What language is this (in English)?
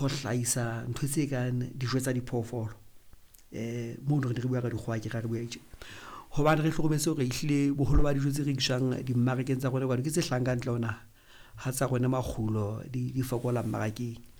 Southern Sotho